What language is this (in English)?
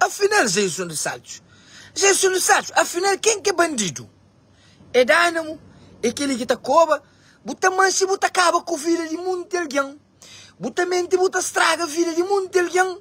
Kabuverdianu